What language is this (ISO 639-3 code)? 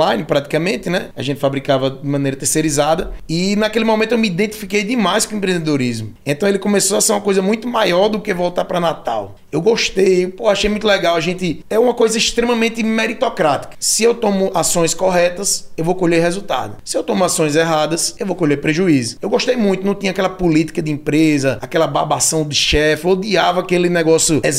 por